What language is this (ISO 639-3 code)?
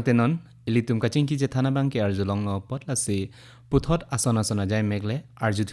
mjw